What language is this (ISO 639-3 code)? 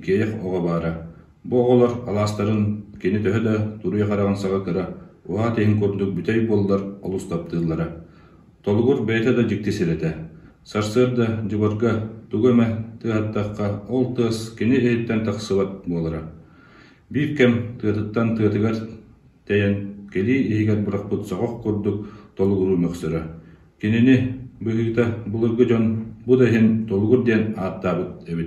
sah